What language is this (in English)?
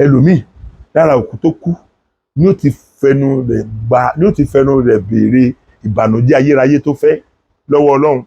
Yoruba